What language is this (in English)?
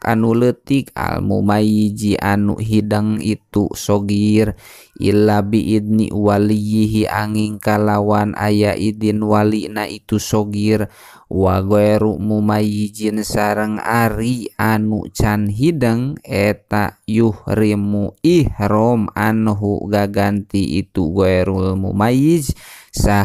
Sundanese